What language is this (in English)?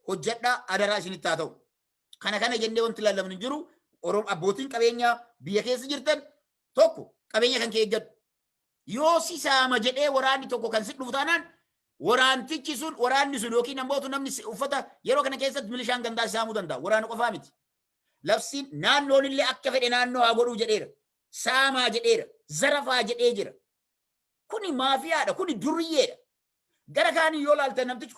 Oromo